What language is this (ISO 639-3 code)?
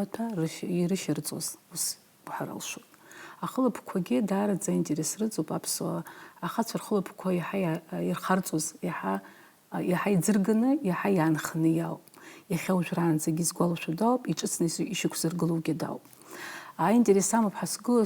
abk